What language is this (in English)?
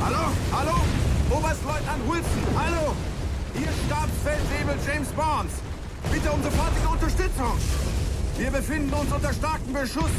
Bavarian